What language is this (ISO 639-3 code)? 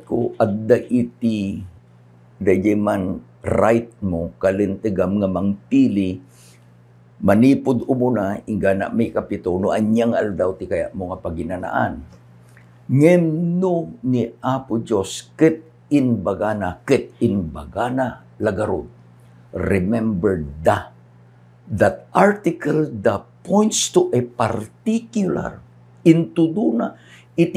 ilo